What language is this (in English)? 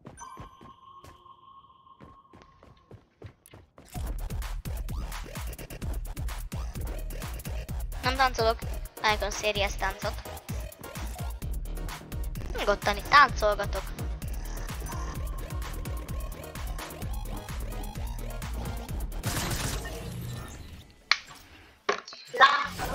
Hungarian